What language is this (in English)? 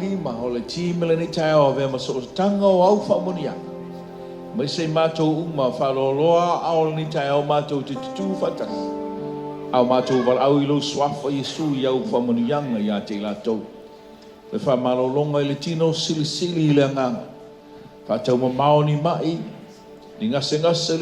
Samoan